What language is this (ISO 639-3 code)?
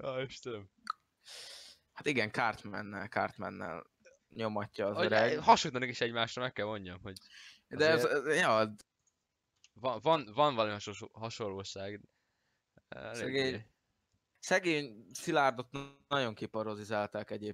hun